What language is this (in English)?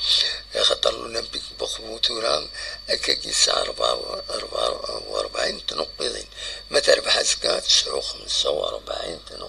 Kabyle